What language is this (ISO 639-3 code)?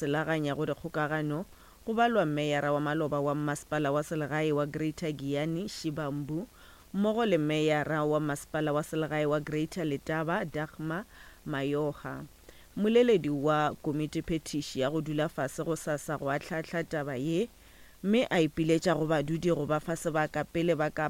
nso